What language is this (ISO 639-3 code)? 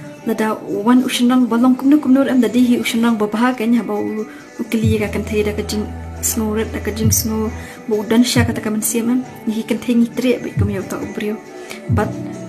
kha